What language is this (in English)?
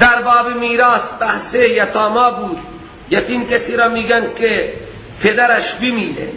Persian